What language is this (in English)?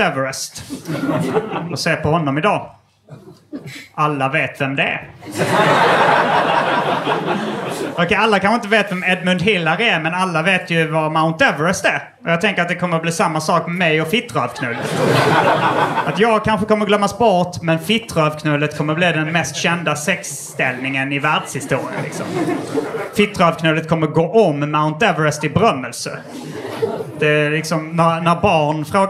Swedish